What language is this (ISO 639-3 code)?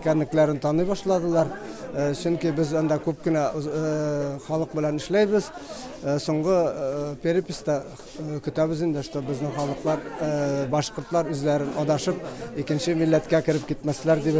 bak